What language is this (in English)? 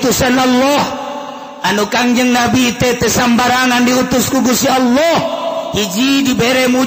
Sundanese